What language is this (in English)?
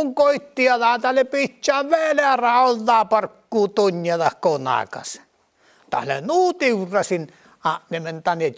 Northern Sami